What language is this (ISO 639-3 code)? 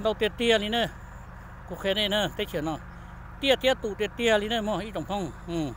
hmn